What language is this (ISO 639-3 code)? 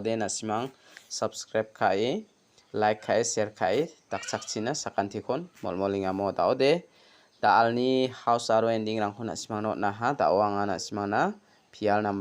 grt